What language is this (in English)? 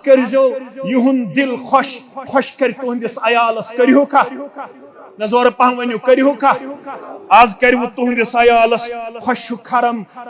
Kashmiri